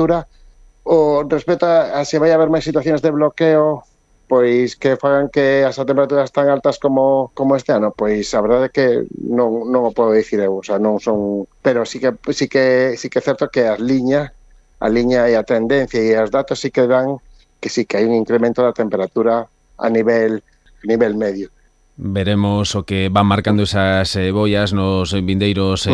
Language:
Galician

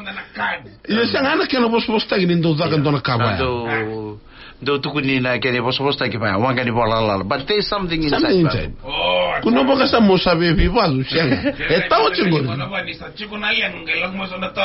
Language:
Fijian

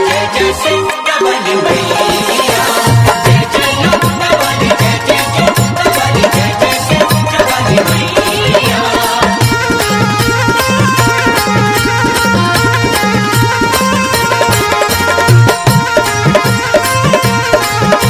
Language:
Bhojpuri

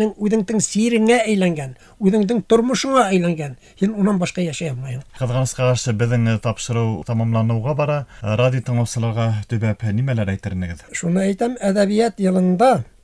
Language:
Bashkir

